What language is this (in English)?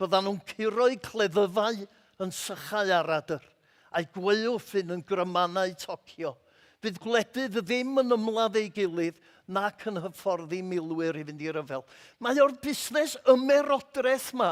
Welsh